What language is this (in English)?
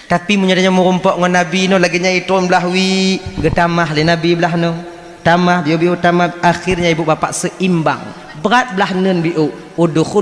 Achinese